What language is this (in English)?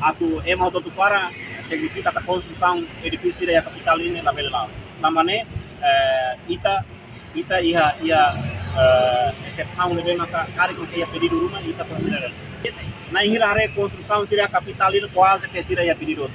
Tetum